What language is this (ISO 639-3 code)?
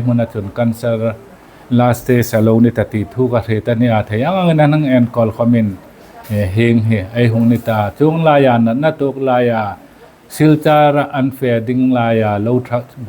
hmr